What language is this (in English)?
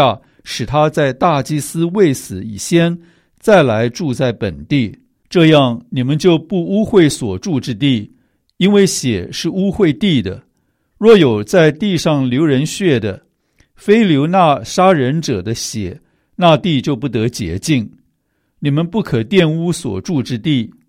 Chinese